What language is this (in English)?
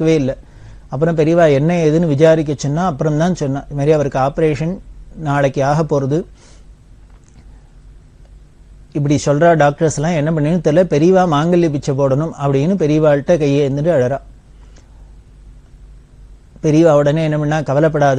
Tamil